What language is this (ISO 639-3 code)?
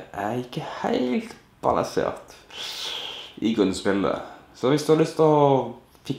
nor